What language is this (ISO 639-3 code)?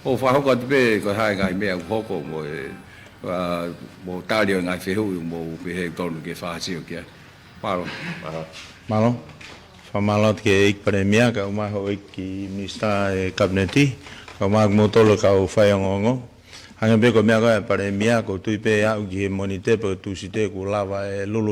ton